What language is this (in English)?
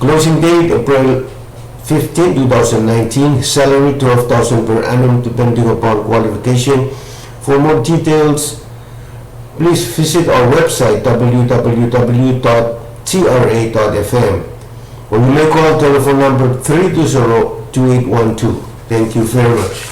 Pohnpeian